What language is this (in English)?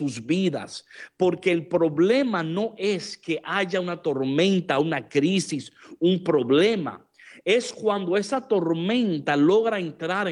Spanish